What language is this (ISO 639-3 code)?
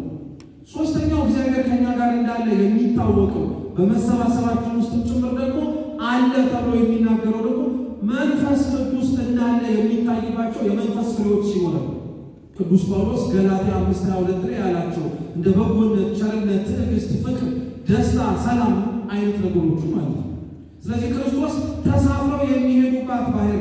amh